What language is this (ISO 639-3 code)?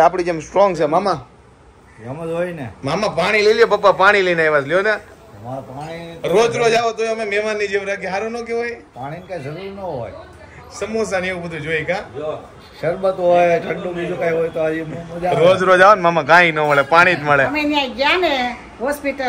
guj